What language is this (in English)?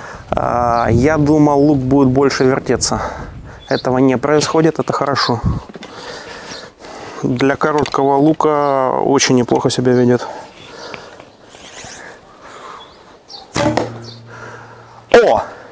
Russian